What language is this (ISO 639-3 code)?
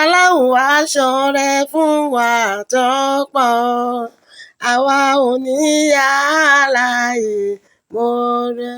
yor